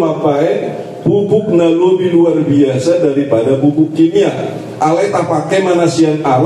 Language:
Batak Toba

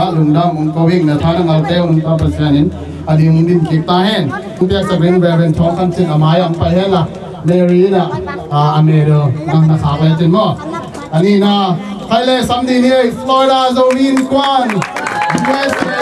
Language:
Tedim Chin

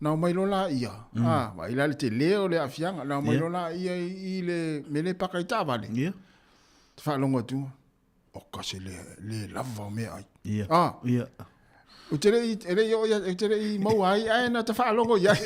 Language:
Samoan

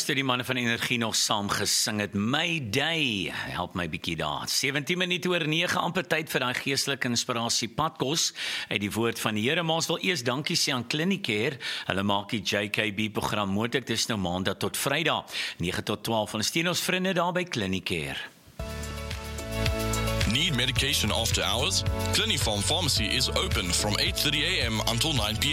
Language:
Afrikaans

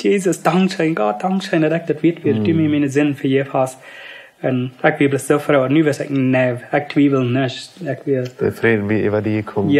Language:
Plautdietsch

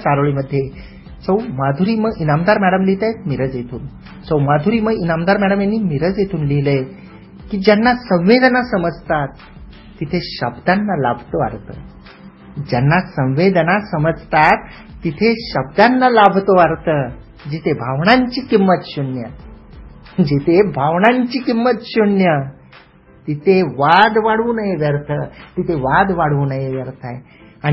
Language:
Marathi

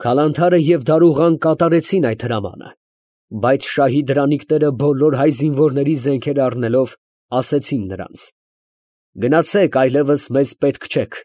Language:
Armenian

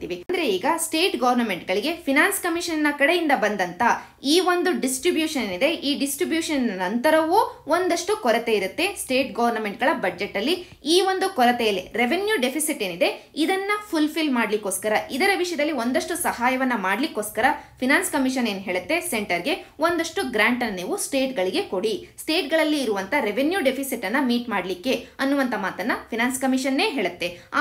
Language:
Kannada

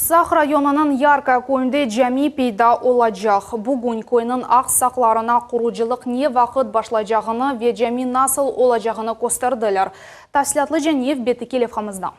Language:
Crimean Tatar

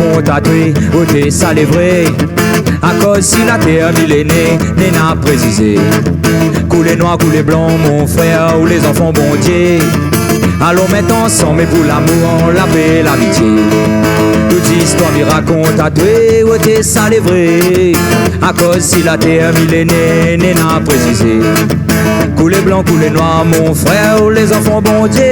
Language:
Réunion Creole French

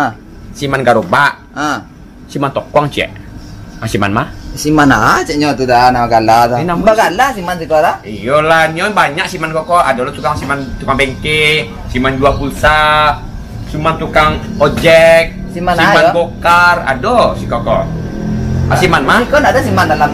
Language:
Minangkabau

